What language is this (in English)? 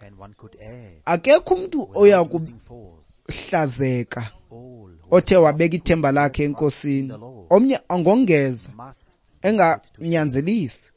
Xhosa